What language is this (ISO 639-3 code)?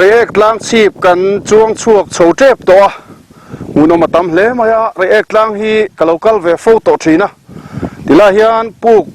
lus